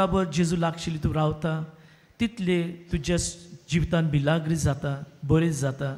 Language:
Konkani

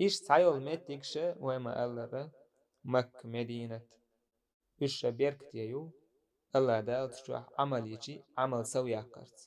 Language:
Chechen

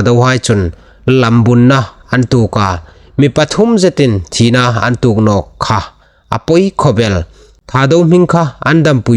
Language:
Hmar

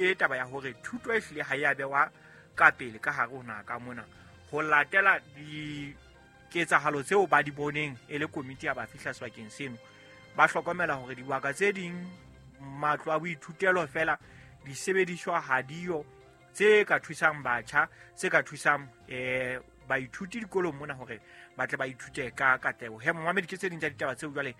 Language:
Southern Sotho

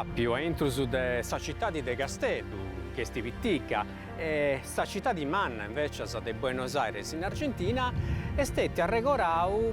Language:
Sardinian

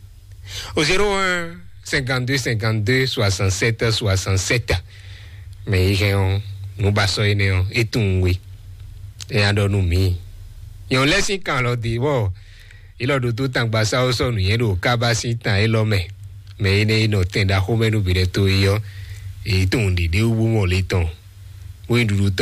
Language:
Fon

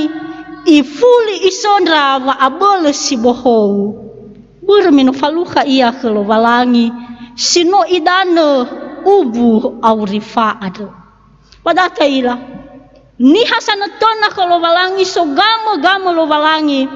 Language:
Nias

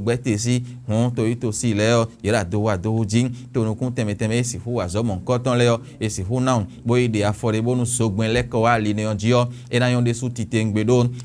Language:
Fon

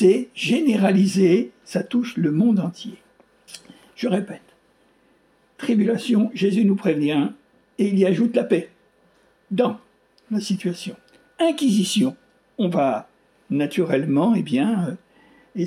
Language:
French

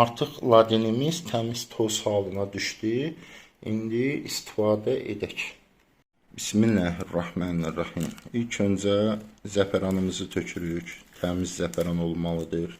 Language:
Azerbaijani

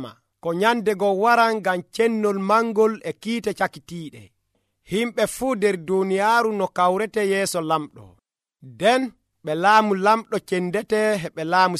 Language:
Nigerian Fulfulde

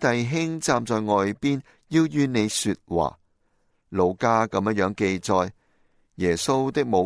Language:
Cantonese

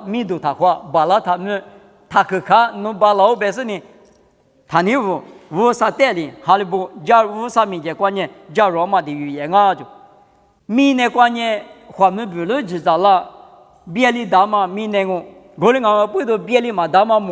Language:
Lisu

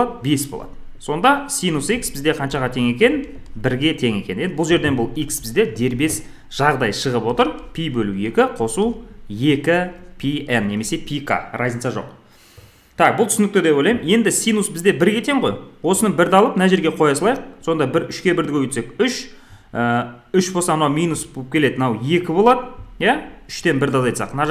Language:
Kazakh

